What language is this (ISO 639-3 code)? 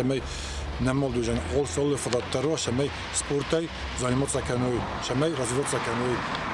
oss